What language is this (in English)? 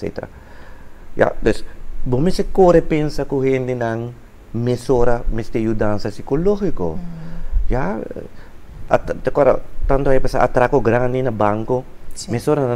Papiamento